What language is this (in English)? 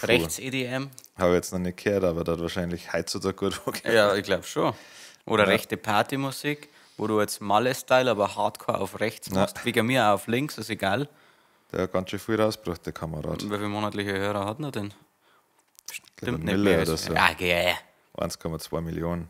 Bavarian